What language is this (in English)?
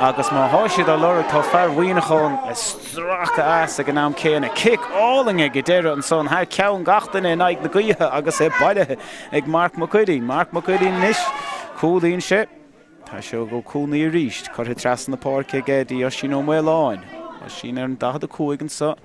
Irish